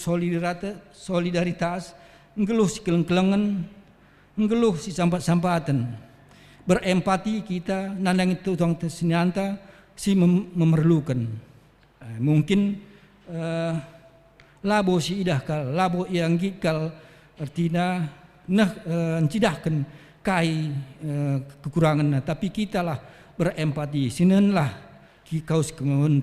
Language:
Batak Karo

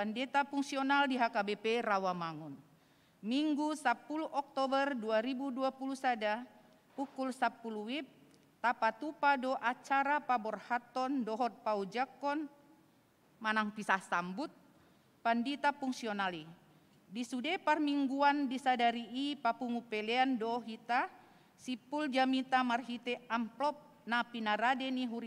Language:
Batak Toba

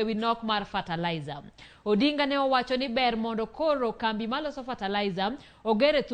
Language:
Luo (Kenya and Tanzania)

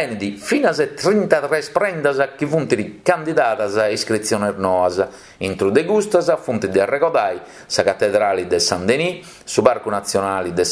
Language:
Sardinian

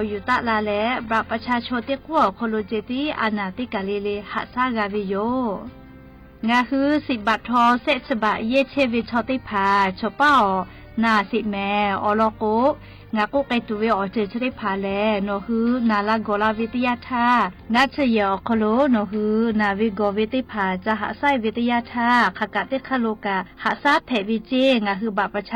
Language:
Lahu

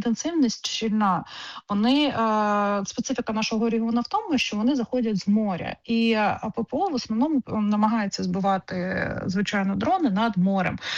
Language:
Ukrainian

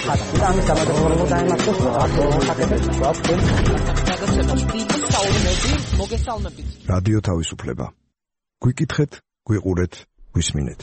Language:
Georgian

